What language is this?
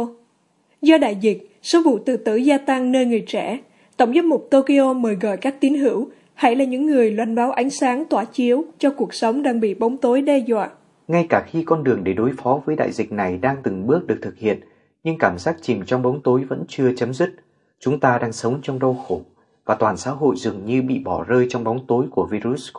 Vietnamese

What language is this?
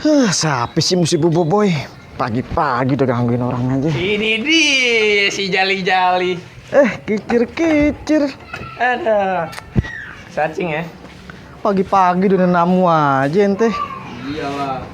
Betawi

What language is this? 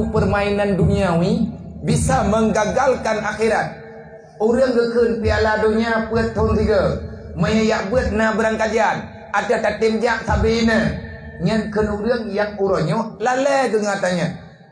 Achinese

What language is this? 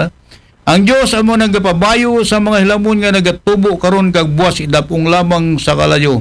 Aklanon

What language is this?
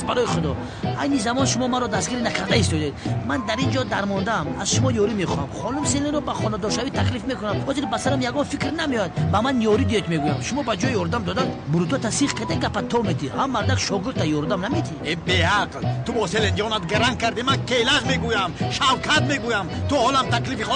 Tajik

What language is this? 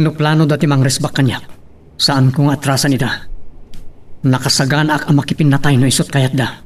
Iloko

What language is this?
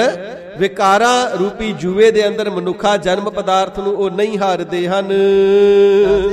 Punjabi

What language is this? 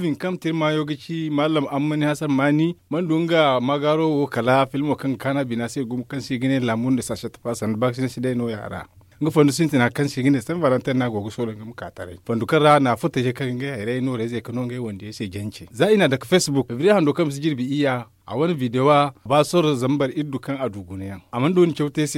Zarma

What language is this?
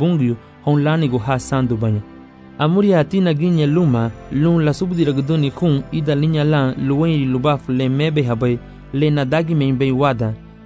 Garifuna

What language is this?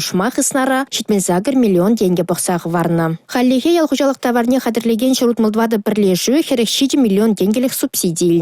Chuvash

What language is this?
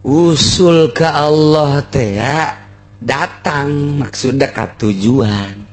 Sundanese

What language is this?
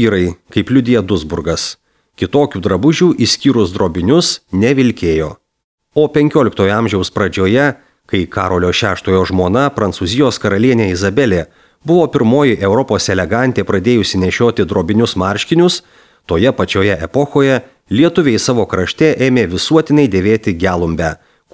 Lithuanian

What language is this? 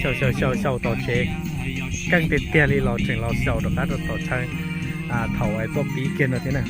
Hmong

